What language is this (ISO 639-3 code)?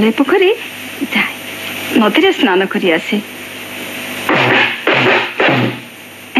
ori